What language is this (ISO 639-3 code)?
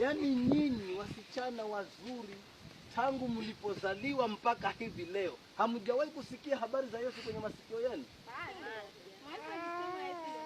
swa